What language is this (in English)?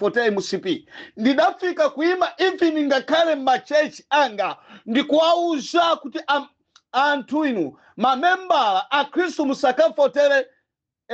Nyanja